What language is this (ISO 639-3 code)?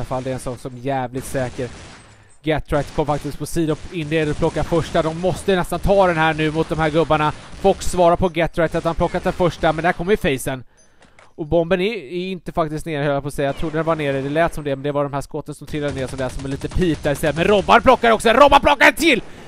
swe